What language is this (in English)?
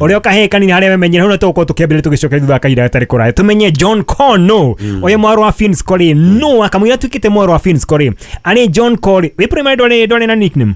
Kikuyu